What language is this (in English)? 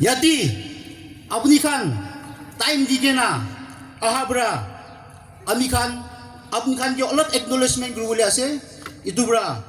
Yimchungru Naga